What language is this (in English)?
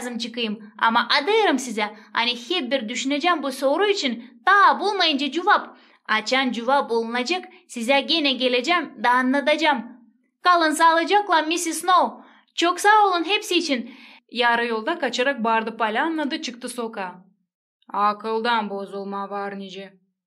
Gagauz